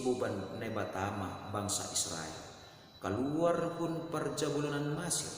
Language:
Batak Simalungun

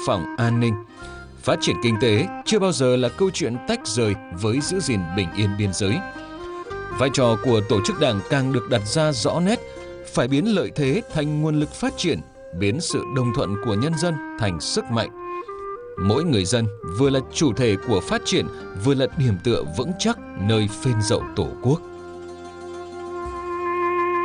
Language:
Vietnamese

